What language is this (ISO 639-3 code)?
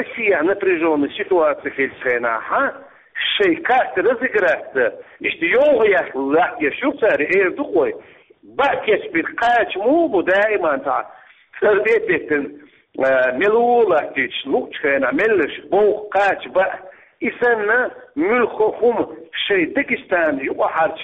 che